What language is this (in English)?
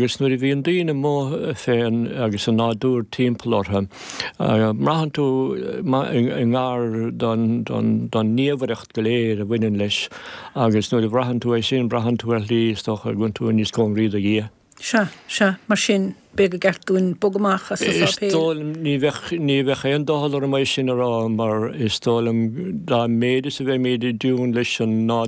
Irish